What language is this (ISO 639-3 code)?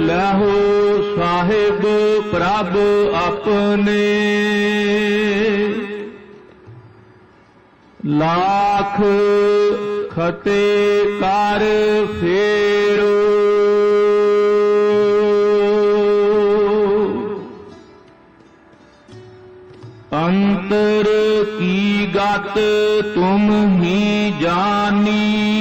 pan